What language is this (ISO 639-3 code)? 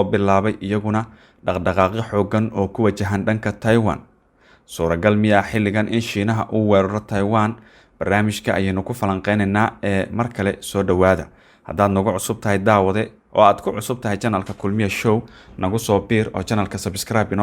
som